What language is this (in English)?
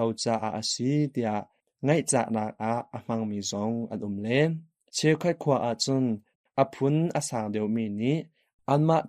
Hakha Chin